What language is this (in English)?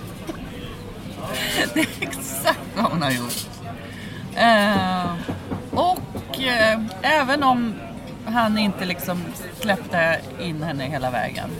Swedish